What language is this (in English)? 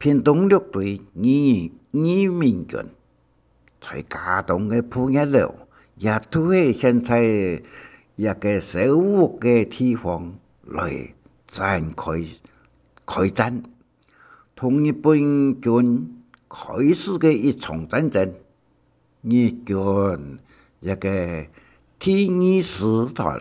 Hakka Chinese